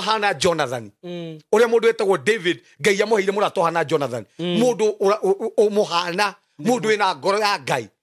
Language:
Kikuyu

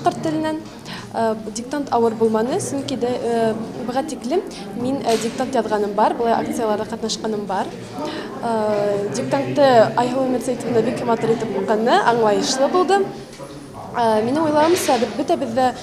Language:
Bashkir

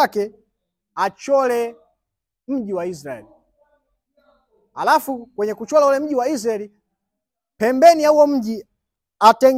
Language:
Swahili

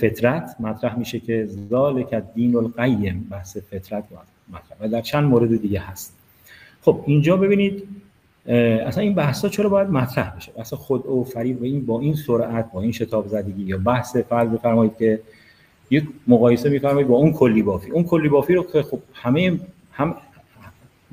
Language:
Persian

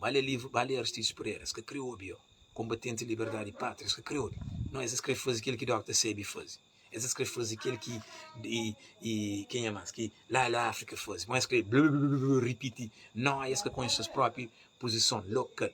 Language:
Kabuverdianu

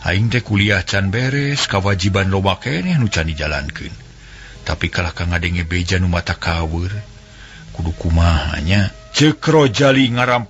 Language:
Sundanese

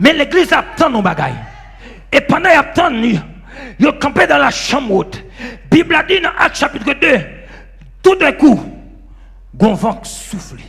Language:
Haitian Creole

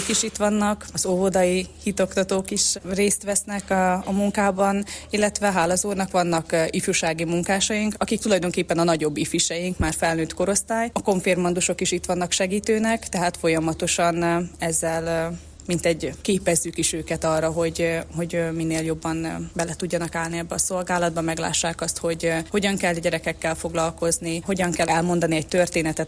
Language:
Hungarian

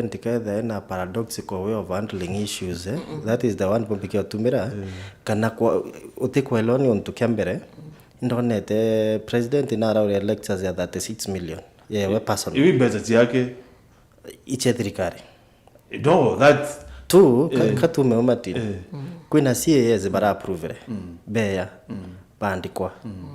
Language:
Meru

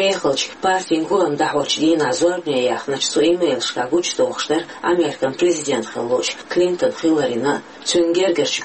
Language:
Chechen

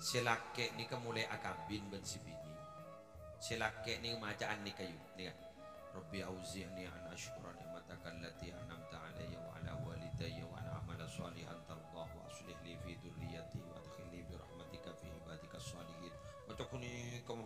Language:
Madurese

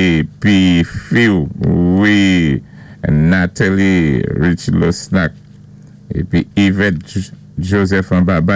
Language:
Saint Lucian Creole French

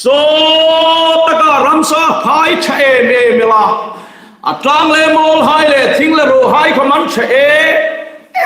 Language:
Hmar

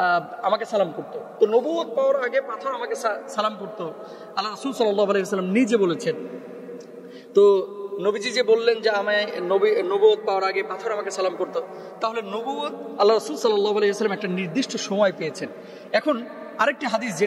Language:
Bangla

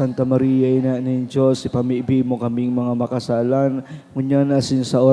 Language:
Bikol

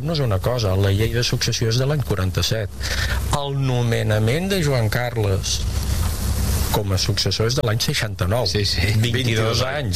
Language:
Catalan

